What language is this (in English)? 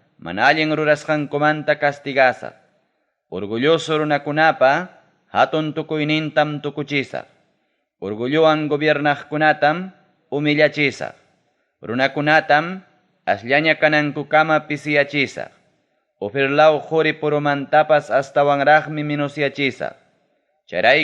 Ayacucho Quechua